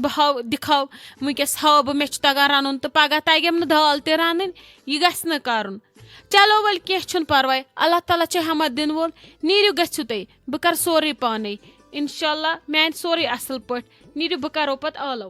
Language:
Kashmiri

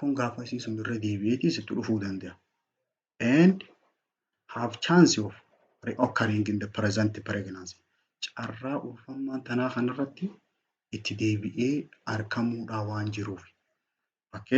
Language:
Oromo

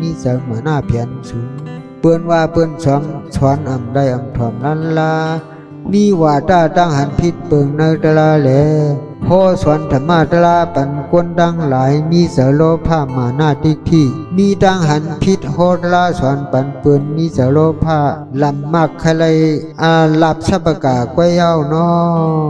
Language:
Shan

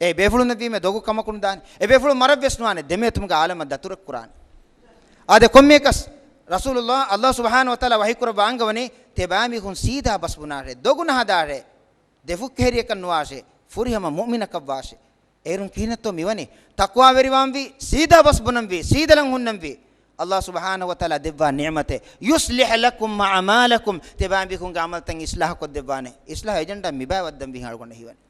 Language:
Divehi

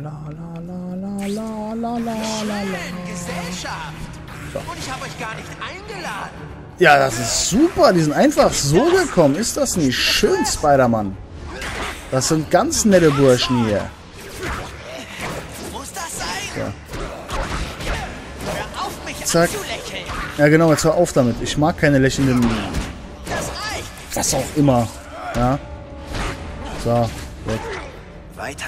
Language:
German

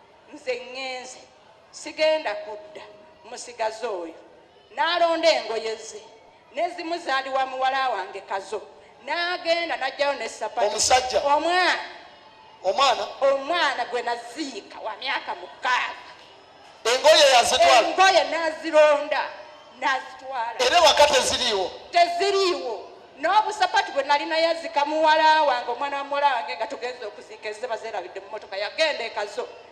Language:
Ganda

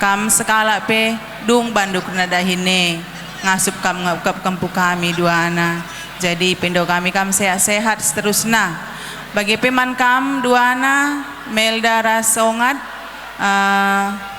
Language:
Batak Karo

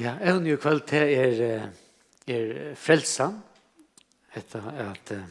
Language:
Faroese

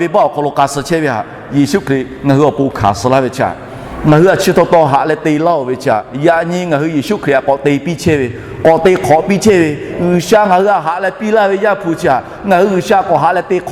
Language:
Lahu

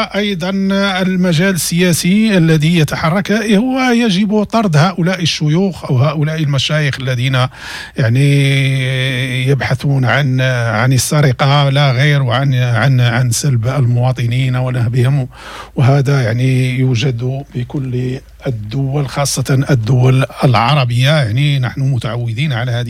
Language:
Moroccan Arabic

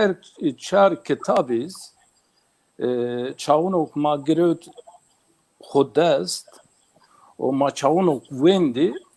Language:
Zaza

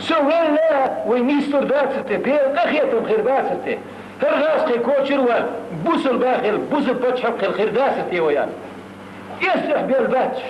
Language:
Chechen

